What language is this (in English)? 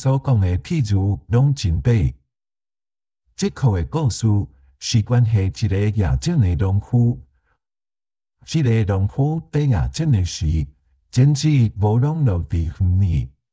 Min Nan Chinese